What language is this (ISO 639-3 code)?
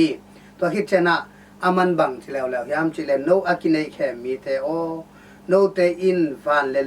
ctd